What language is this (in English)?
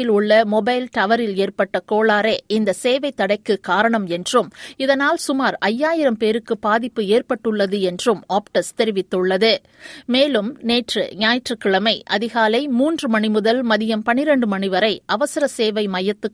Tamil